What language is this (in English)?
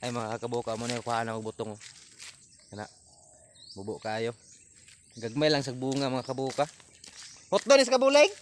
Cebuano